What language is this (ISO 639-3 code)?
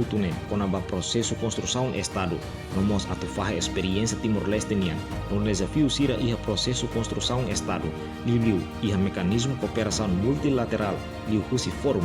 tet